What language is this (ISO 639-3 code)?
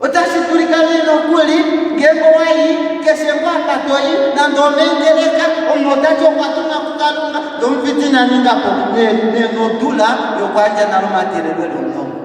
kua